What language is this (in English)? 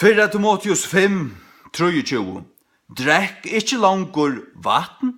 Faroese